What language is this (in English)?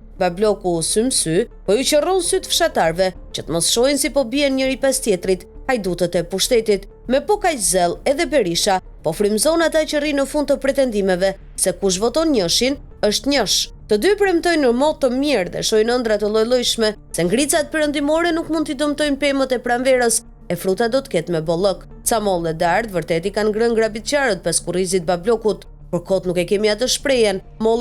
Albanian